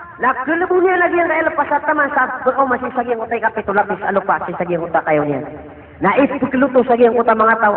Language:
Maranao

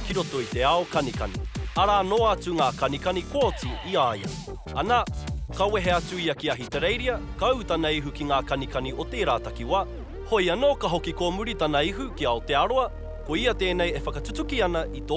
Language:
Māori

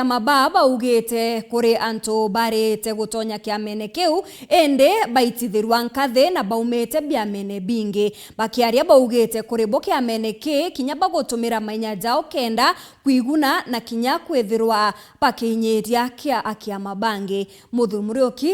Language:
Meru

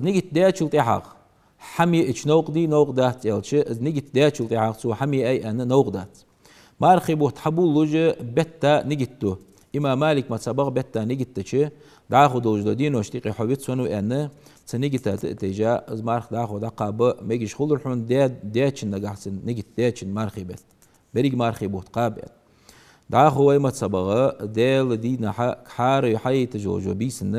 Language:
Ingush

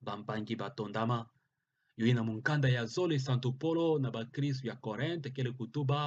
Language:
Kituba (Democratic Republic of Congo)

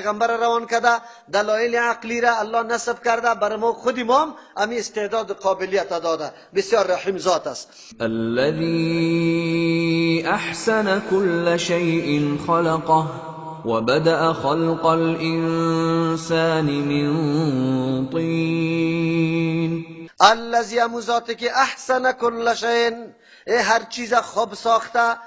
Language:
Persian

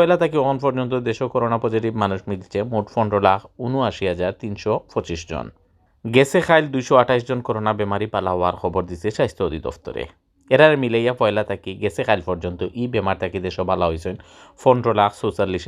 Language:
Sylheti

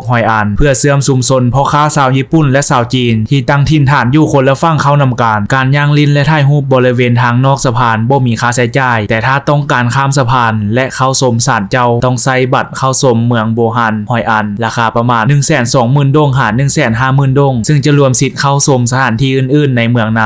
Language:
Lao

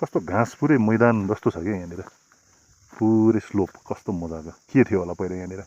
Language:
Nepali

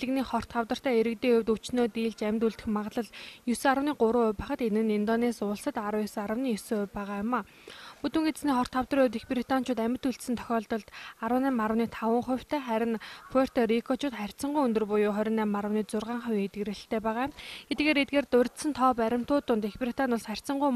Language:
Mongolian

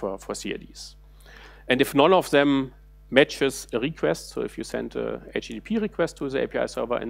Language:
English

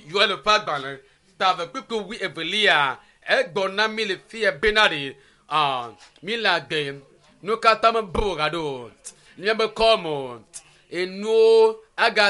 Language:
Ewe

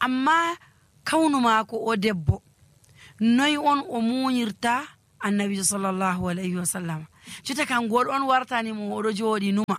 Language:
Nigerian Fulfulde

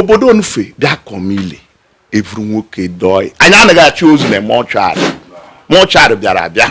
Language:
Igbo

